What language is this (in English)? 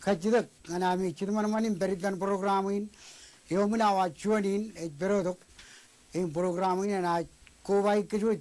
Marshallese